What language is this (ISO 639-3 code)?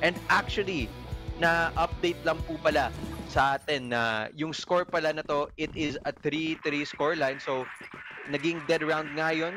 fil